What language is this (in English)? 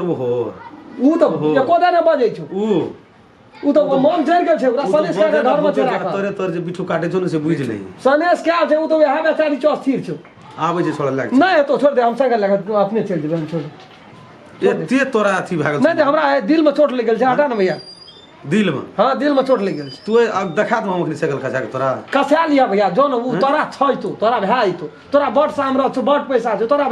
Maithili